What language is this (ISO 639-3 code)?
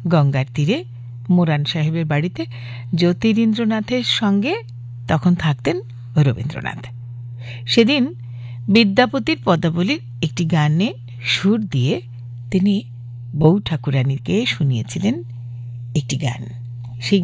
ben